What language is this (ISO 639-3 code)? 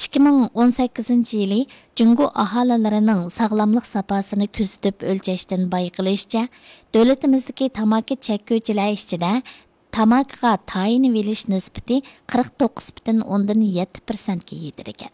uig